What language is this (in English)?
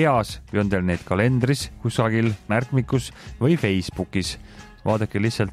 Estonian